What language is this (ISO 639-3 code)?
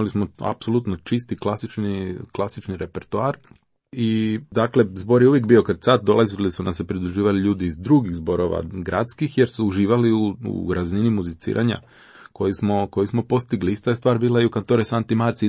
hrv